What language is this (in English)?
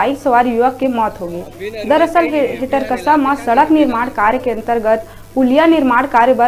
Chhattisgarhi